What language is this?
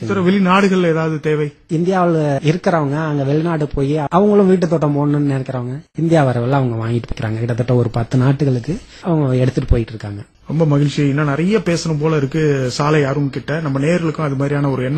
Tamil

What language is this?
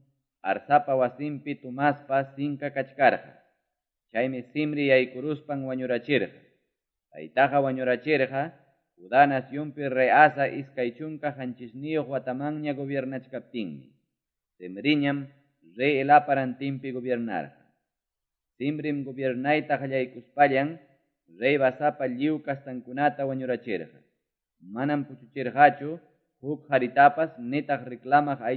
Quechua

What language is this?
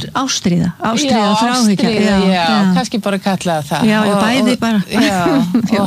Icelandic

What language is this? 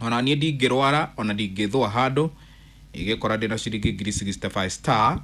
Kikuyu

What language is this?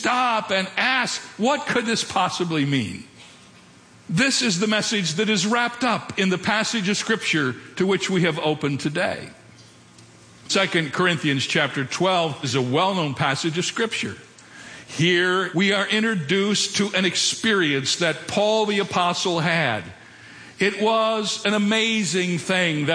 English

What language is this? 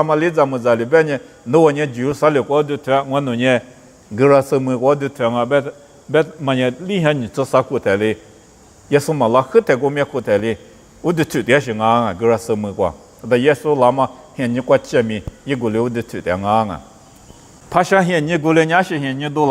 Lisu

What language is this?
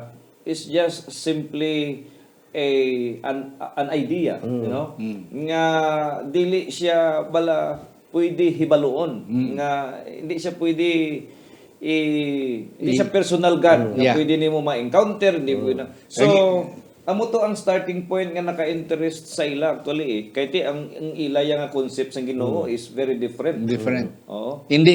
Hiligaynon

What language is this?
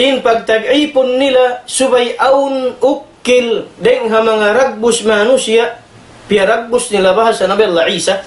Tausug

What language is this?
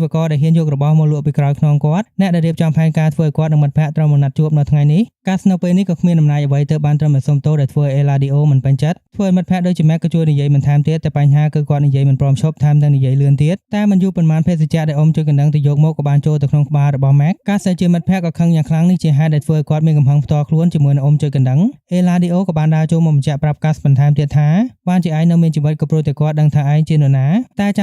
Khmer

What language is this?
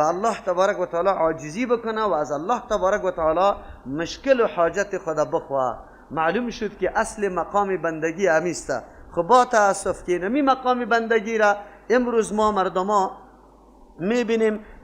Persian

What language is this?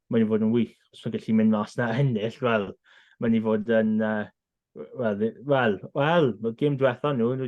Welsh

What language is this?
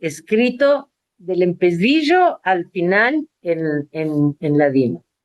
Ladino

